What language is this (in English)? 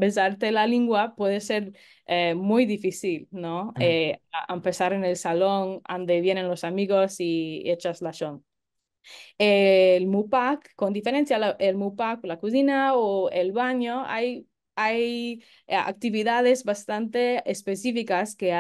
Ladino